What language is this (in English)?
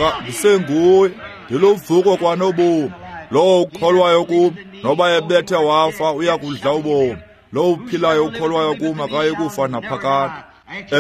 Xhosa